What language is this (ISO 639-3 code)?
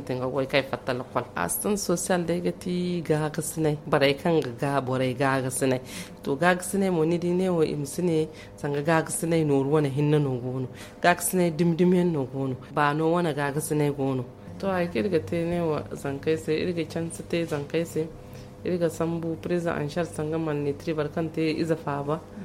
dje